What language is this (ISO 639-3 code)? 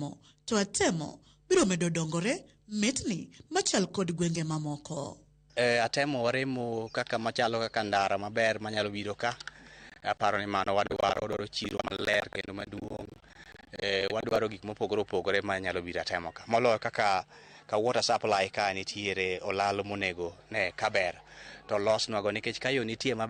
luo